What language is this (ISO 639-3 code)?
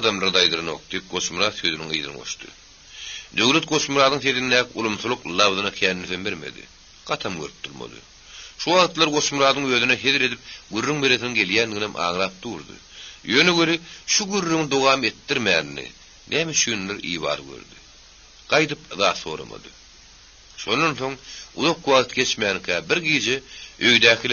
tuk